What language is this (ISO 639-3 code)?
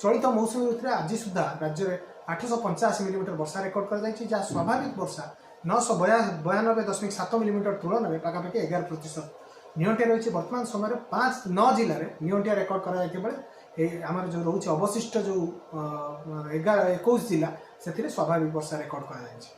ori